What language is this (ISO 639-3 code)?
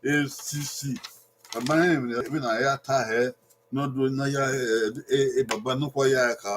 bin